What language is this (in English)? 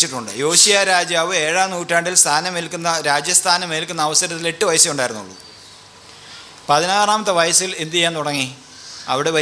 Malayalam